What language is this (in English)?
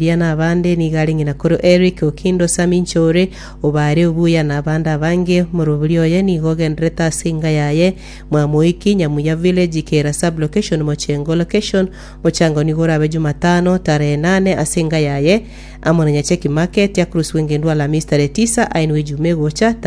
Gusii